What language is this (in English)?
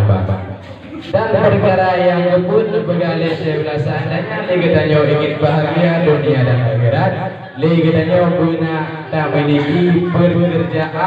Achinese